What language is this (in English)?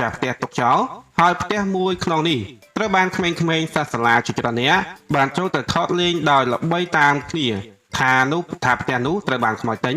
Khmer